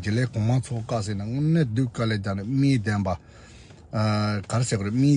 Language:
Tibetan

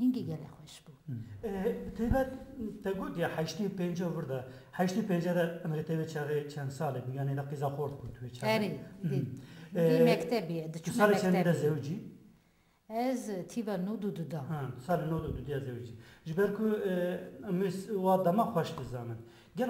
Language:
Kurdish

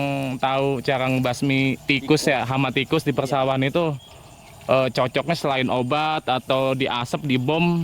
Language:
Betawi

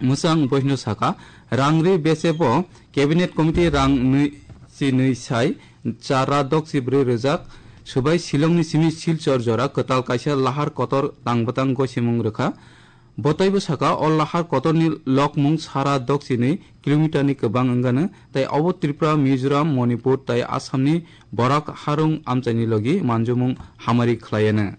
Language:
Kok Borok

